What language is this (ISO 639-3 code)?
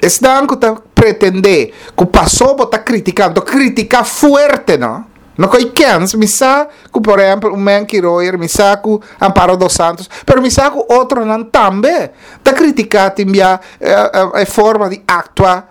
pap